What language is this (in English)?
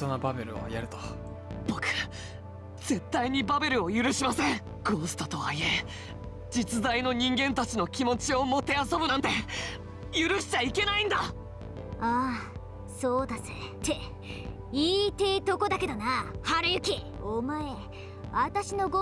Japanese